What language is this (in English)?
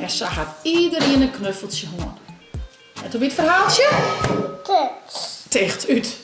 Western Frisian